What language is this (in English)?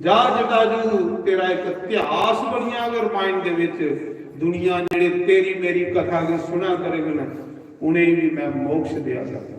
Dogri